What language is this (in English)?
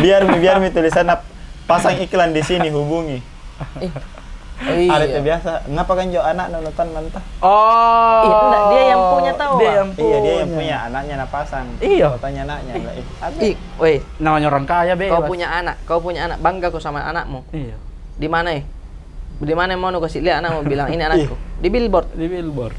Makassar Malay